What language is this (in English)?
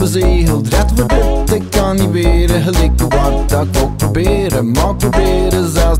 Dutch